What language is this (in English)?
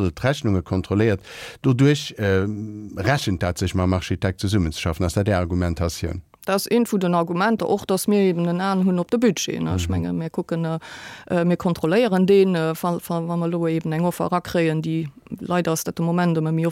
Luxembourgish